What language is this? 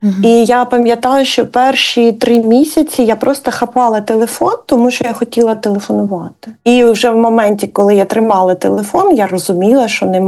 Ukrainian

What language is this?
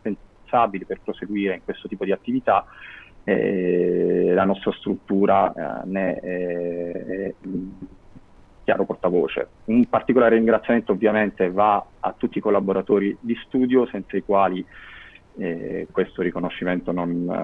Italian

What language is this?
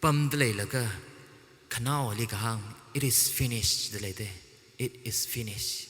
Tangkhul Naga (India)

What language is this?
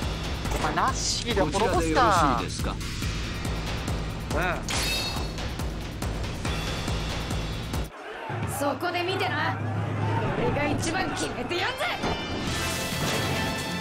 Japanese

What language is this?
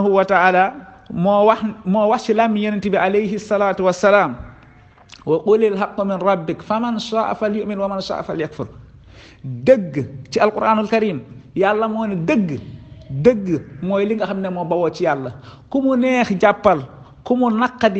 Wolof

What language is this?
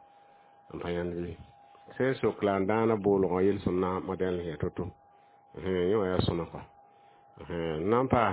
Mossi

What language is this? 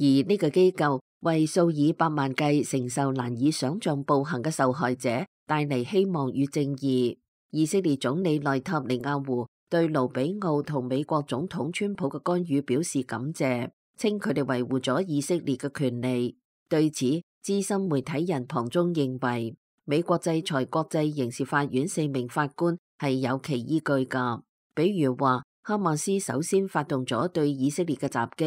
Cantonese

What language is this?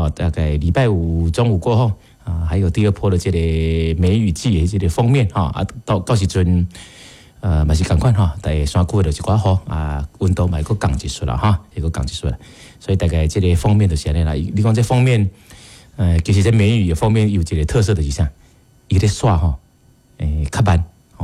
Min Nan Chinese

